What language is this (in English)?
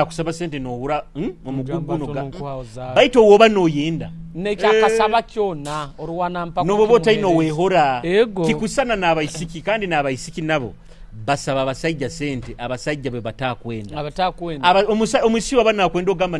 Nyoro